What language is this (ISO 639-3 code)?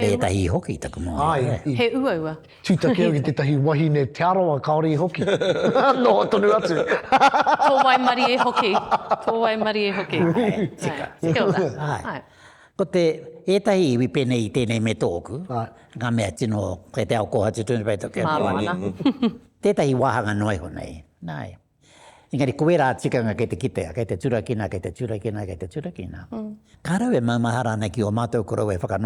mri